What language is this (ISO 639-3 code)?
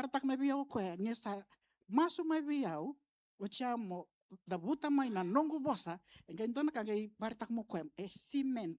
fij